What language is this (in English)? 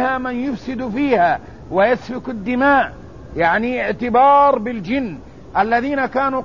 Arabic